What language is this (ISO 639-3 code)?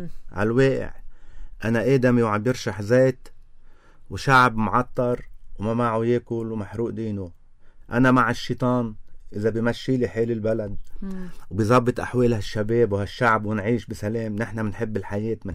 apc